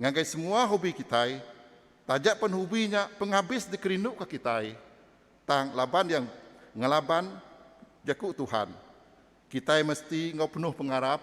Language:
Iban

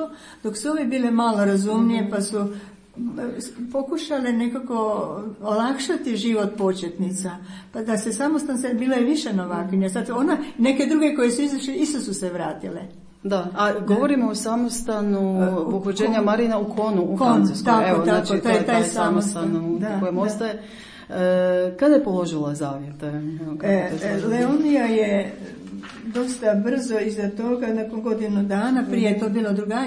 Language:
Croatian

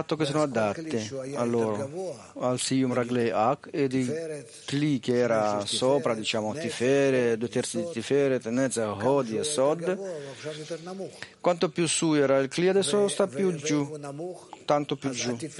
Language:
Italian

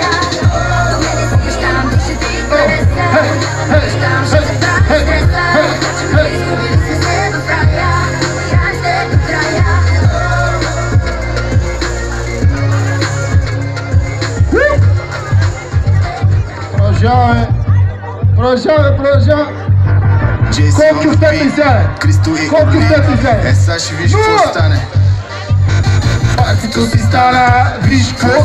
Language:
Bulgarian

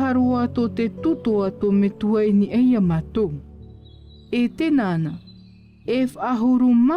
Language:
Tahitian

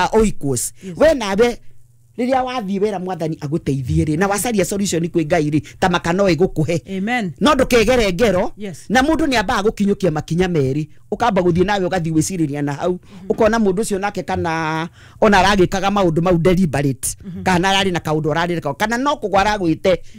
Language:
Kikuyu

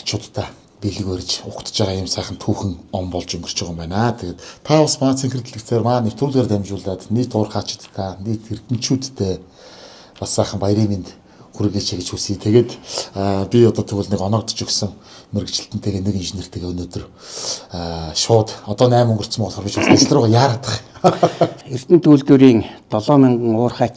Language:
Mongolian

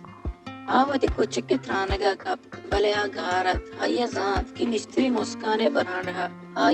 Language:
Baluchi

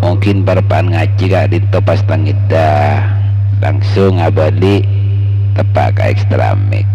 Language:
Madurese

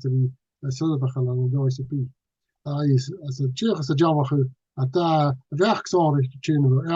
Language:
Scottish Gaelic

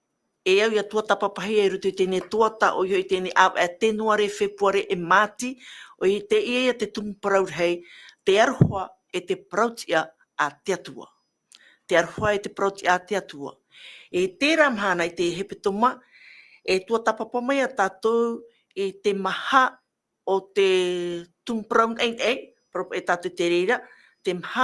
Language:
Tahitian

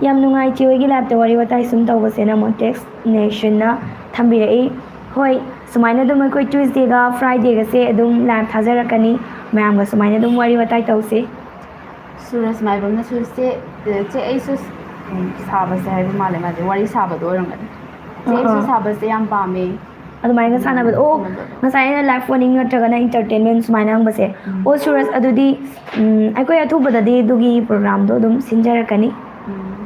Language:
Manipuri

